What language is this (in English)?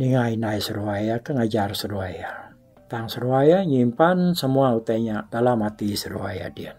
Iban